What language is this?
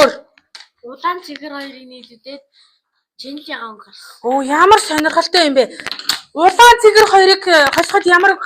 Mongolian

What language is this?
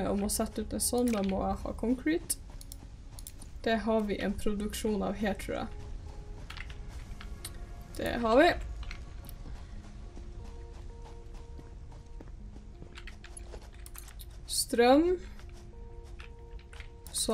Norwegian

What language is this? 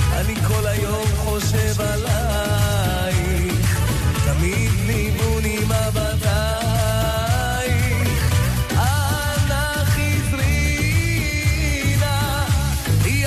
Hebrew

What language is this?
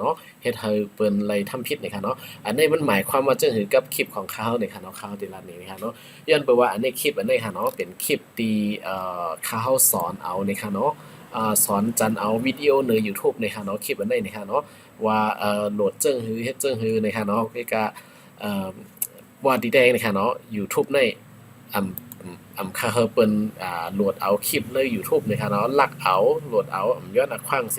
Shan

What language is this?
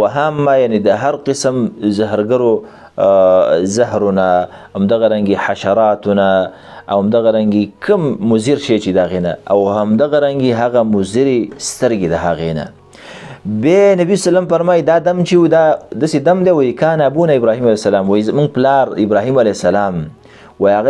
Pashto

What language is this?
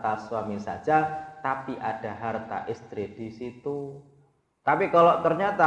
Indonesian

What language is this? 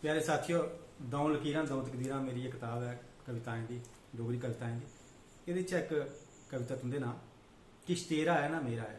Dogri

